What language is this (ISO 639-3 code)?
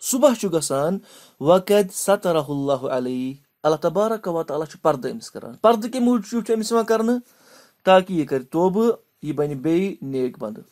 kas